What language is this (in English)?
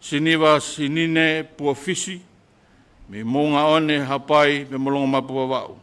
Tongan